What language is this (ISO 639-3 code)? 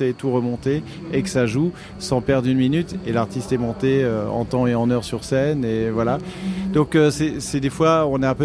fra